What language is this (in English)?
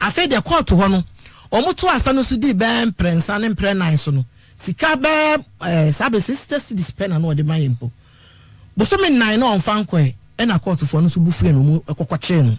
Akan